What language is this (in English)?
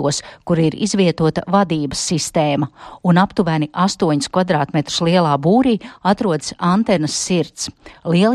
Latvian